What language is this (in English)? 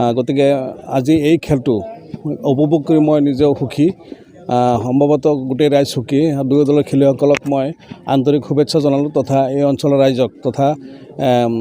Assamese